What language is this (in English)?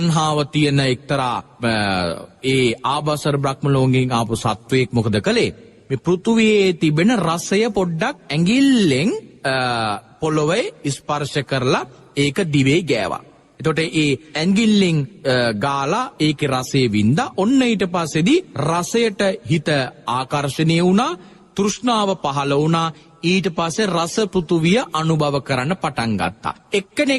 Sinhala